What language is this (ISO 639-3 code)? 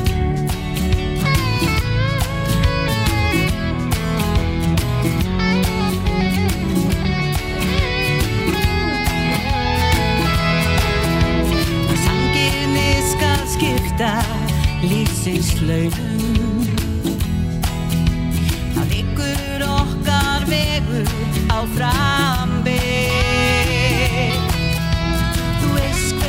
isl